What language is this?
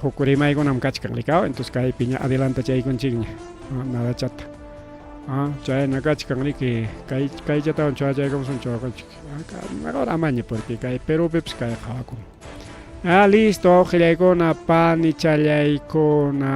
Ayacucho Quechua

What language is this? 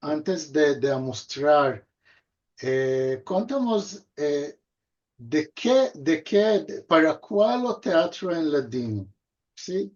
Ladino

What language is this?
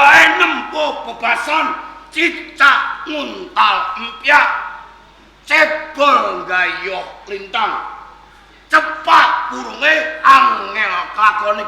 Javanese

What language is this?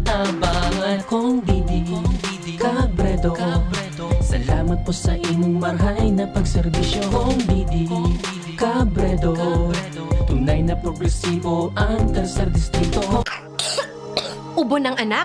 Bikol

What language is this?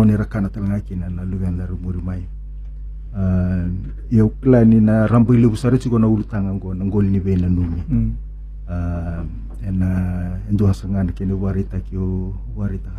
Fijian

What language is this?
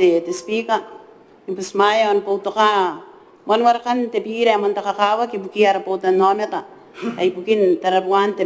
Gilbertese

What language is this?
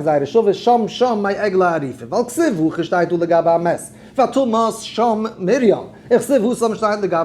Yiddish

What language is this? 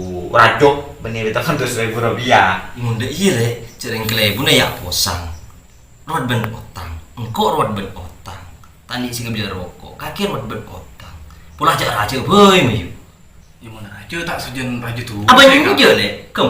Madurese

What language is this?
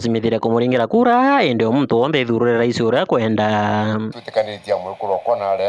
Meru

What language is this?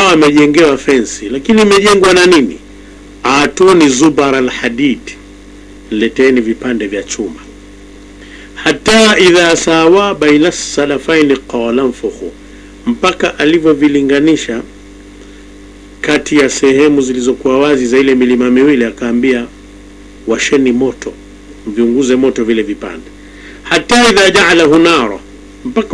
Swahili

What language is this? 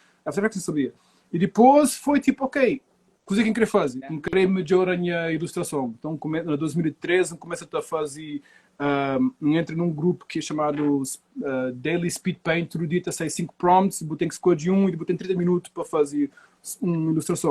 Kabuverdianu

